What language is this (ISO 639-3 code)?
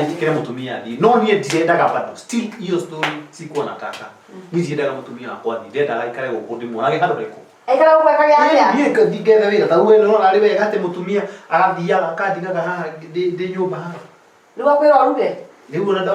kik